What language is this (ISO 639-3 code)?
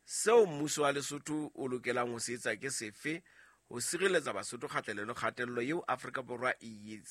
sot